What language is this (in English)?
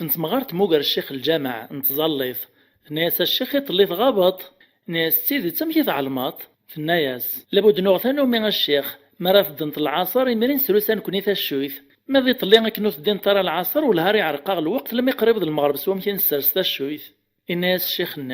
Kabyle